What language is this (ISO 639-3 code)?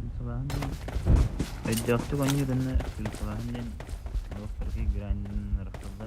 sah